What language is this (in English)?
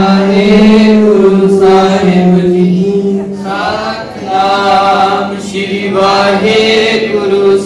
Punjabi